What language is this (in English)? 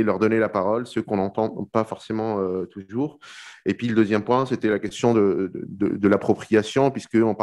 French